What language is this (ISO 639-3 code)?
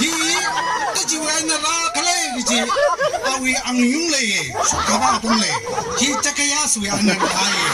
nmf